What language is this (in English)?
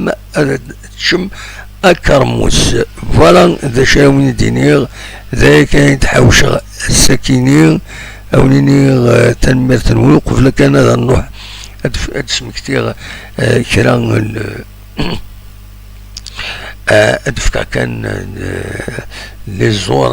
Kabyle